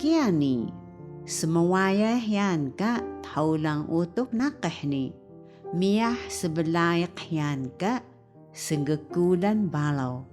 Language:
Taroko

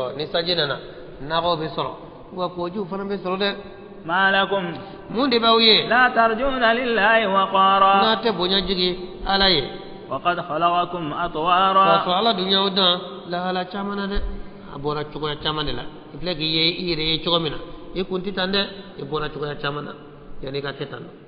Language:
Bambara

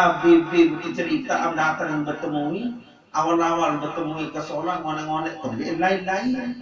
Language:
Sasak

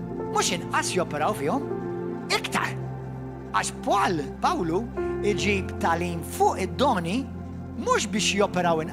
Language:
Maltese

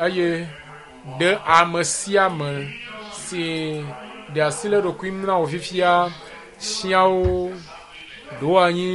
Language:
Ewe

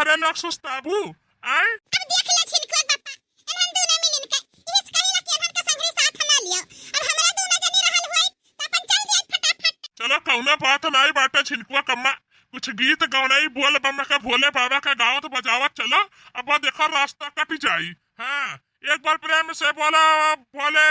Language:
Bhojpuri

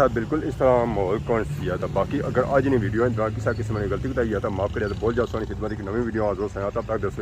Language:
Pahari-Potwari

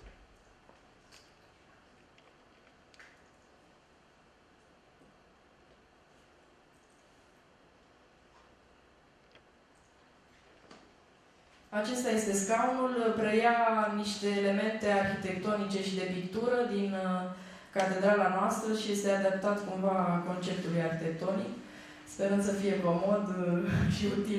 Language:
Romanian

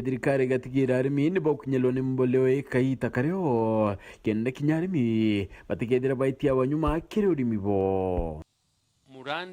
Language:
Meru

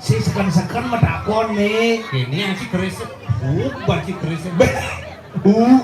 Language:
Balinese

